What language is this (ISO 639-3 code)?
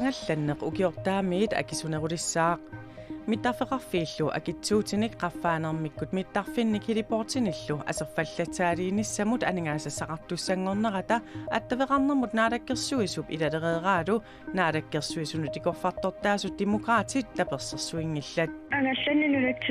kal